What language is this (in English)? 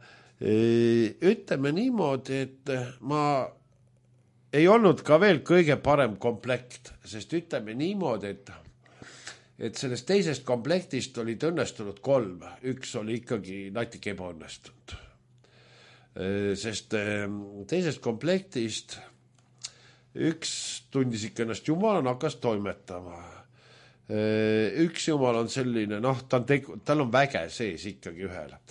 Estonian